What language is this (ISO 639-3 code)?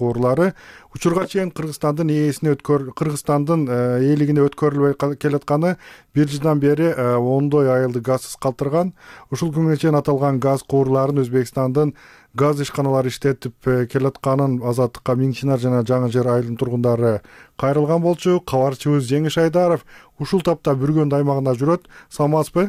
kir